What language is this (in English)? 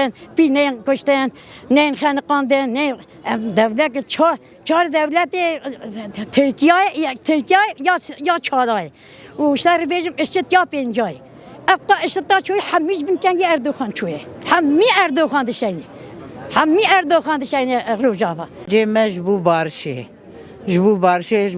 Kurdish